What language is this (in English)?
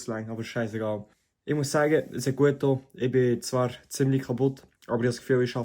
Swiss German